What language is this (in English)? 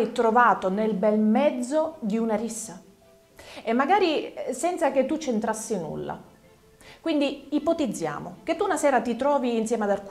Italian